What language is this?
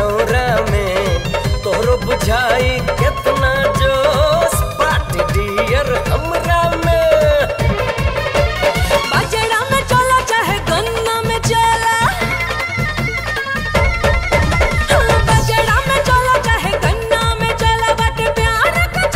Bhojpuri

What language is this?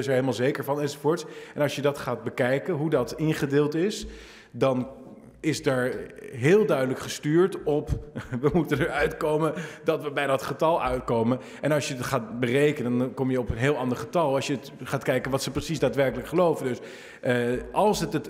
Dutch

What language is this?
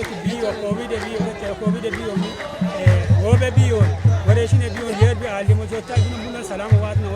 Kafa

